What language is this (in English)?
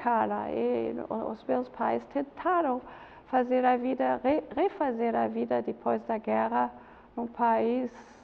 Portuguese